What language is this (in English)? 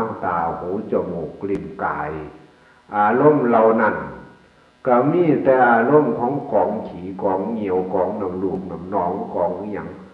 Northeastern Thai